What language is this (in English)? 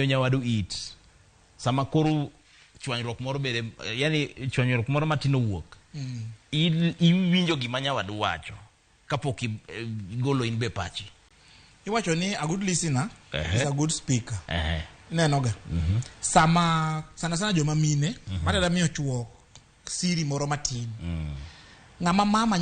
Luo (Kenya and Tanzania)